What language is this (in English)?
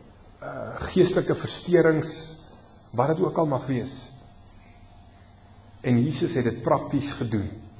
Afrikaans